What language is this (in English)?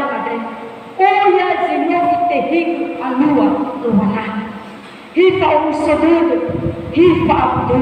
Nias